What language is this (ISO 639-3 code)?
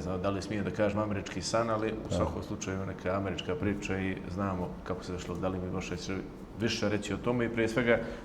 bos